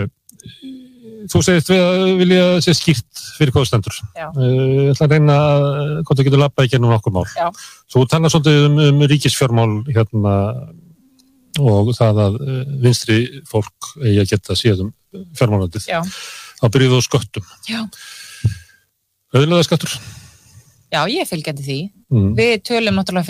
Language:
Icelandic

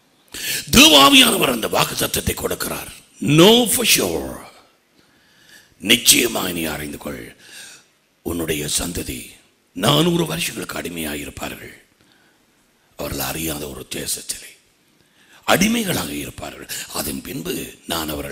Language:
Tamil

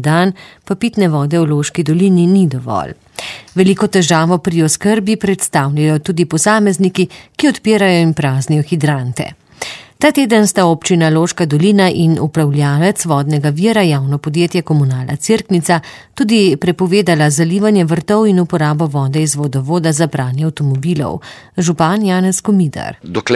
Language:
Slovenian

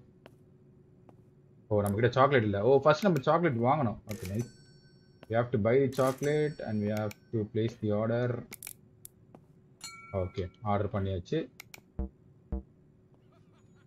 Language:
Tamil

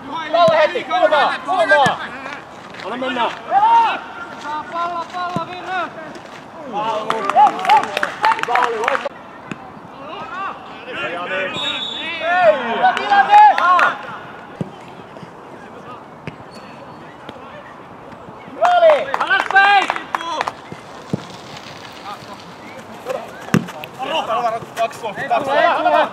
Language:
Finnish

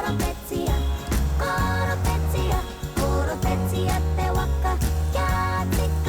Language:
Māori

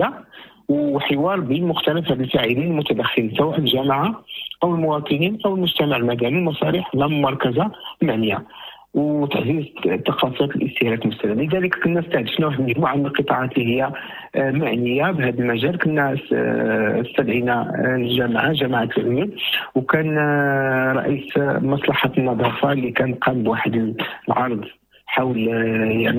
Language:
Moroccan Arabic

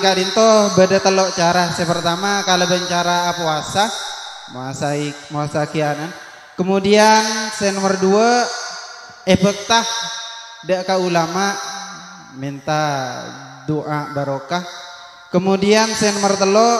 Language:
Madurese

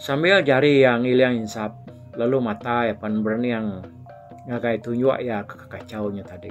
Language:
Iban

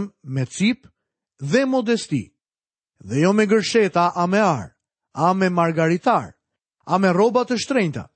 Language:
Albanian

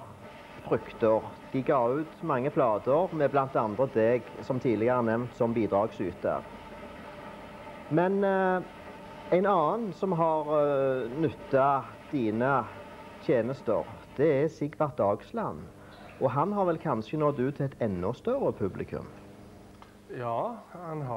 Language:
Norwegian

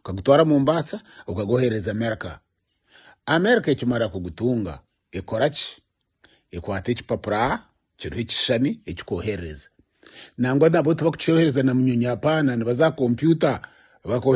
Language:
Nyankole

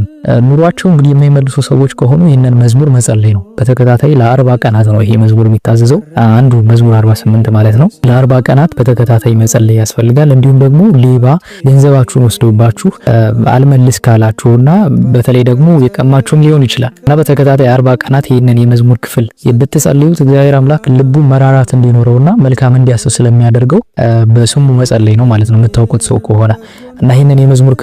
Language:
Amharic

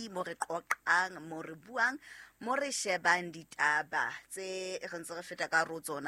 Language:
Southern Sotho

